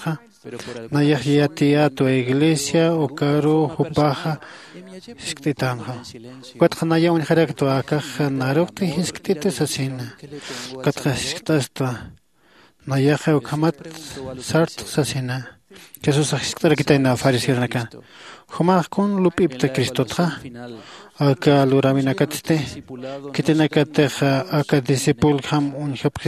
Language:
Aymara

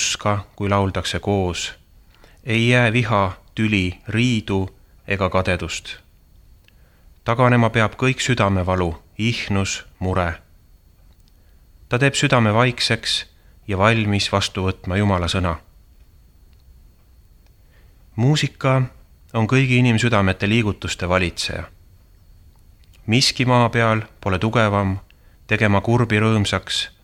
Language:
Estonian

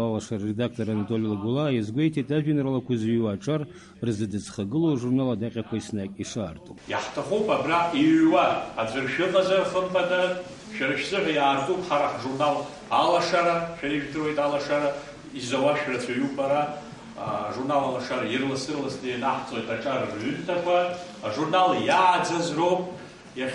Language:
Abkhazian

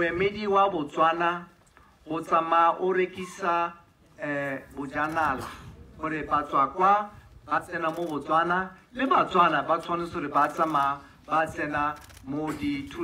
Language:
Tswana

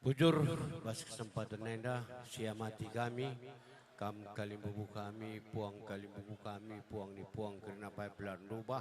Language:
Batak Karo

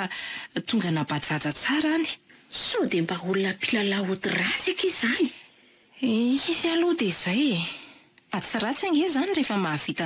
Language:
Malagasy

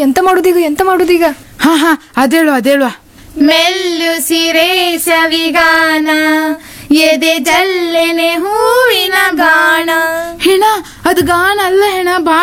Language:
Kannada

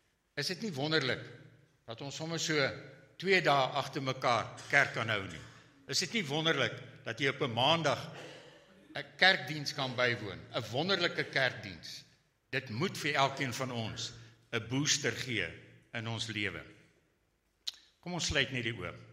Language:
Afrikaans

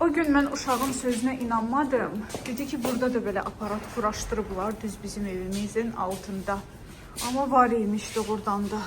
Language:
Azerbaijani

